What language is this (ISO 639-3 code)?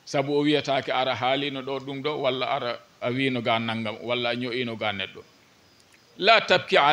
ful